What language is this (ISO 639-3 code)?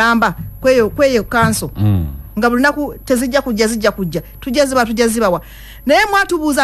lug